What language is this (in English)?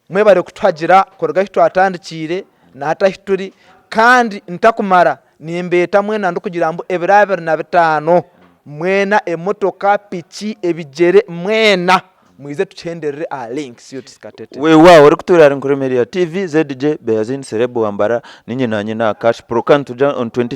Nyankole